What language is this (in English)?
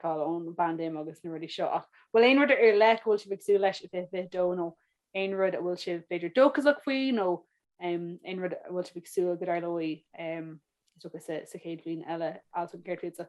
Irish